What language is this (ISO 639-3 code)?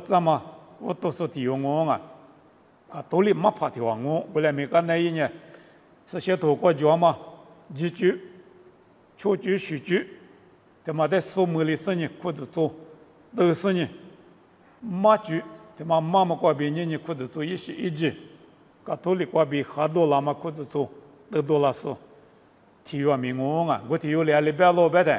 lis